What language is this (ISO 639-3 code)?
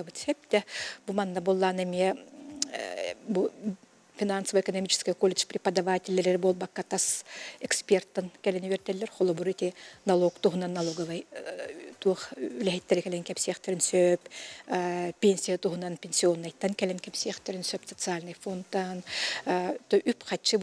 sah